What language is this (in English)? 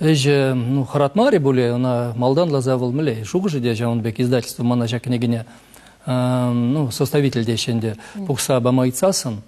Chuvash